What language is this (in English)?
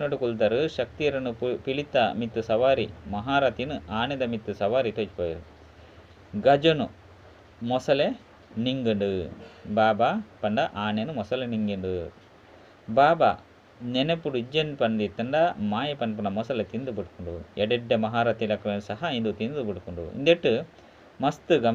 Tulu